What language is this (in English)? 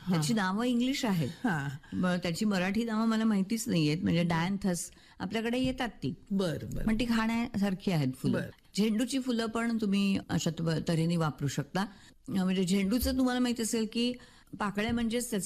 Marathi